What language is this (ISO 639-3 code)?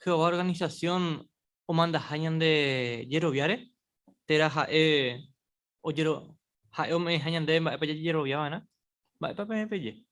grn